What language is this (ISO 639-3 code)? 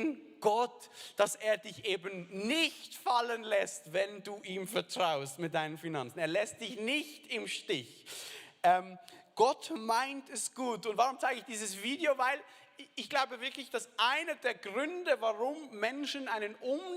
gsw